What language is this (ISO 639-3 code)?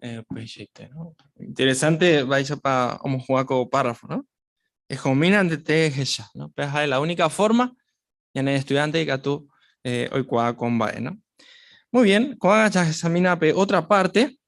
grn